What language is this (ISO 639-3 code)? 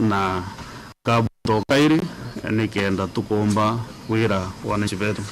mer